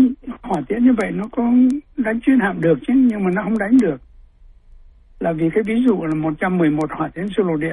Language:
Vietnamese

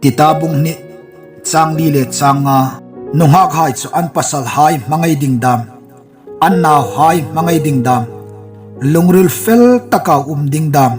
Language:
Hmar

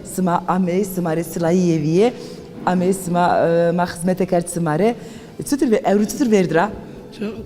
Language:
Zaza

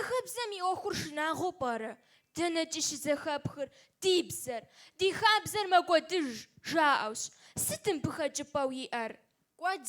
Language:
Kabardian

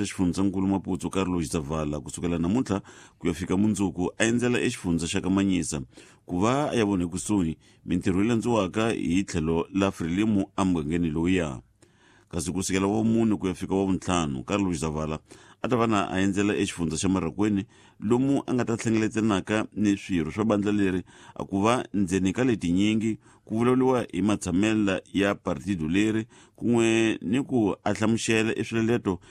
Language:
Tsonga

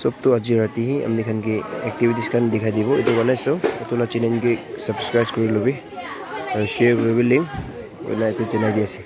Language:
Naga Pidgin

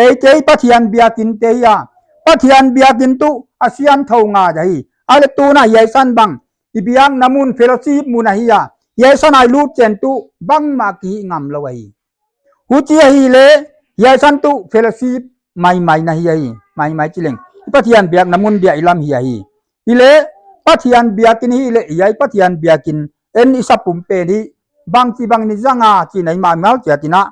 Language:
Paite Chin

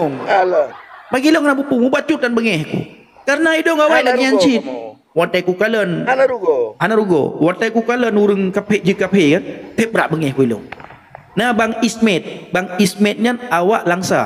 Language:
Achinese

